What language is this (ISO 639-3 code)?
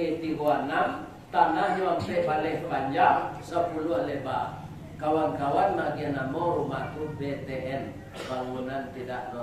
min